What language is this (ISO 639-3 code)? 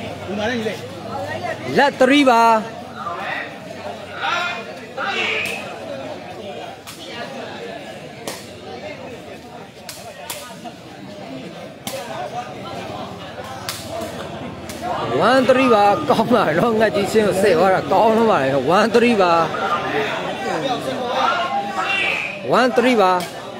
mya